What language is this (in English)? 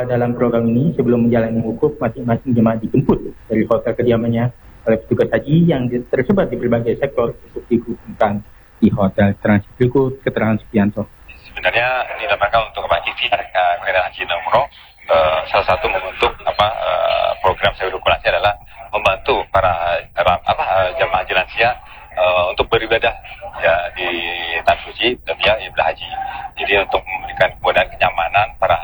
Indonesian